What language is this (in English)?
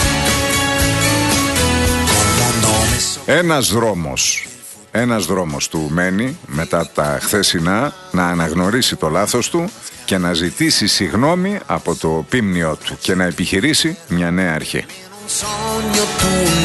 Greek